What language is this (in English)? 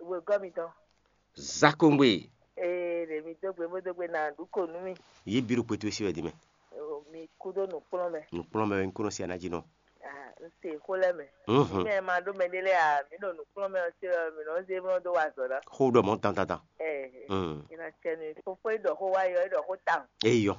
Fon